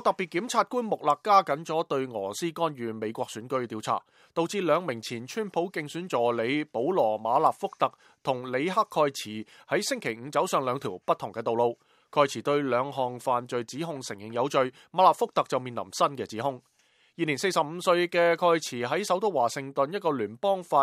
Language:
Cantonese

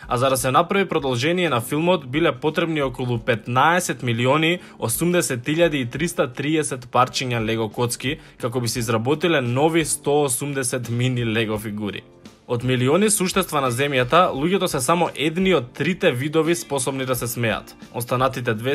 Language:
Macedonian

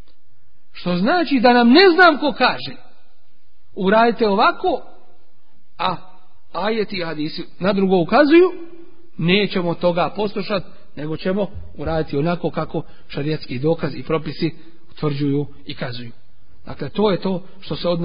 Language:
Bosnian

